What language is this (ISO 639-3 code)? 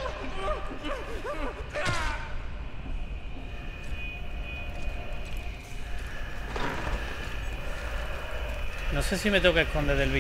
spa